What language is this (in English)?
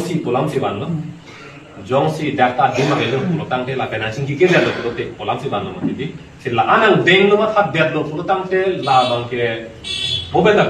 Karbi